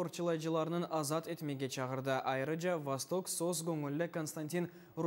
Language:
Crimean Tatar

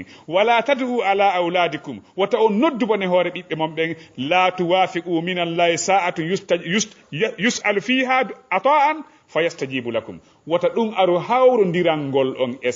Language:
Fula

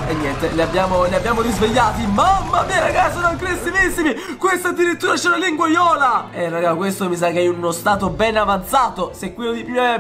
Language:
Italian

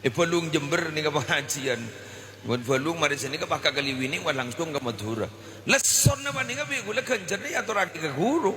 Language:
Madurese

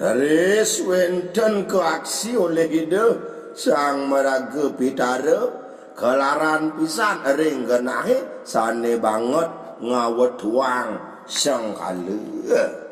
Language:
Balinese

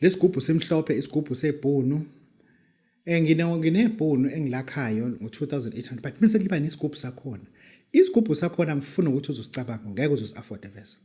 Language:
Zulu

